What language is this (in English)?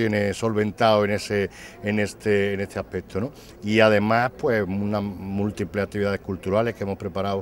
Spanish